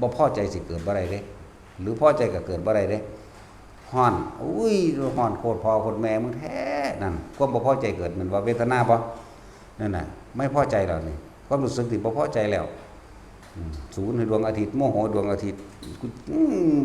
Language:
Lao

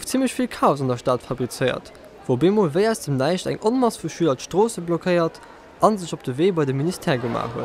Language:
Luxembourgish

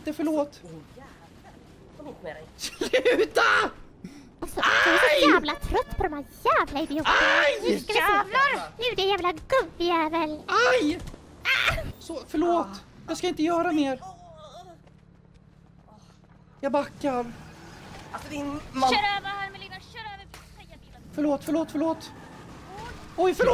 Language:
Swedish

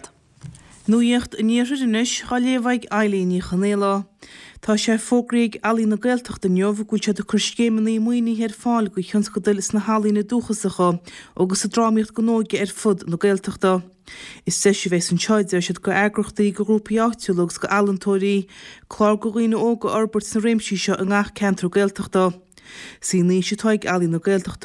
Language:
Irish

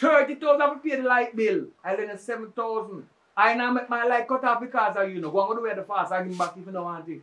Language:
Jamaican Creole English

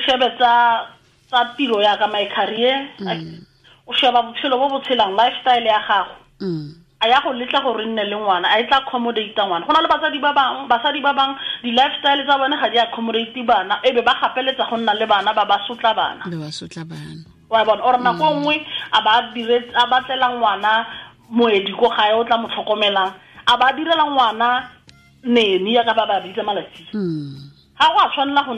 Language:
Tswana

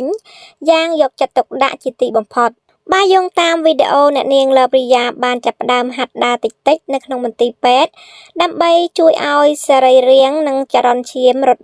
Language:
Khmer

